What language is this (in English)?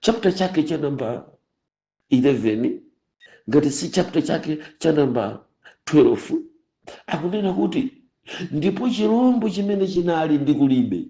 Nyanja